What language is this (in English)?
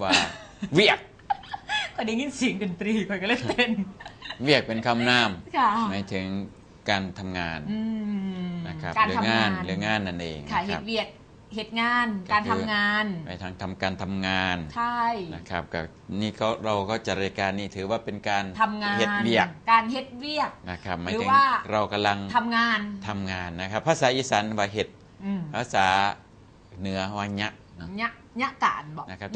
Northeastern Thai